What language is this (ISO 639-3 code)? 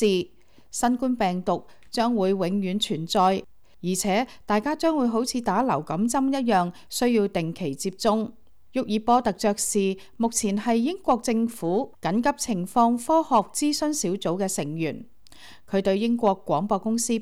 yue